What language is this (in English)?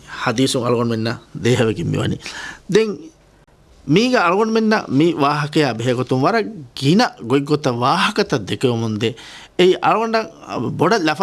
Divehi